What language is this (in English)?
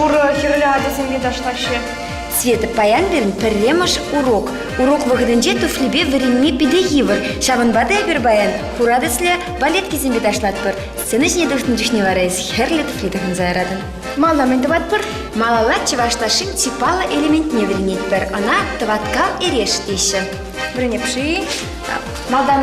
Chuvash